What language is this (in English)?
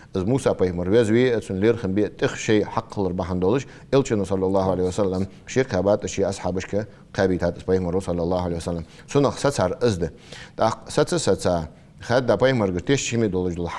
Ingush